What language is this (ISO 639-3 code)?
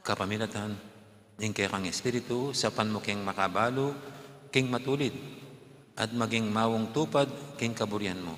pam